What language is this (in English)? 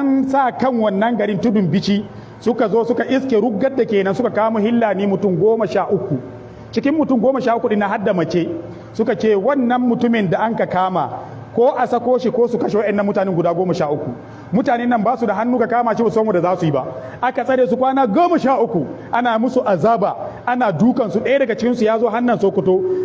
Hausa